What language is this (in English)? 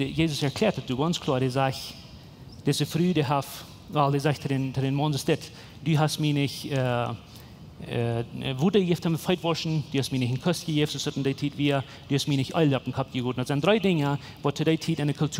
Plautdietsch